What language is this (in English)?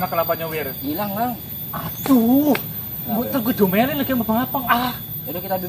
Betawi